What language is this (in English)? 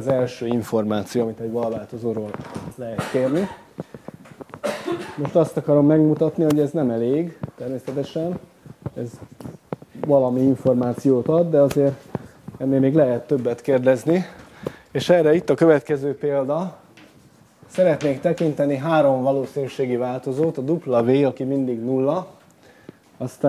Hungarian